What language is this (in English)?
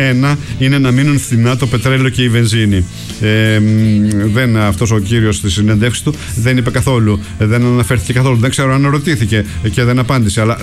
Greek